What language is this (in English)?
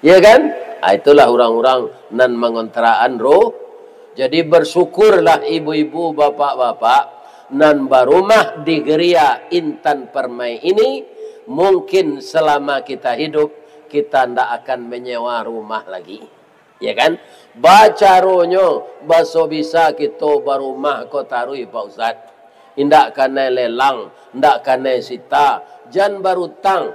Minangkabau